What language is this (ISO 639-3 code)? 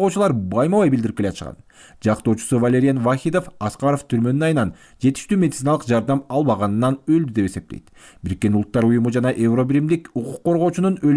kir